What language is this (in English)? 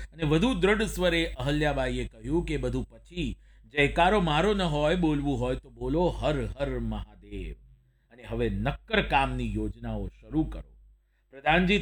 Gujarati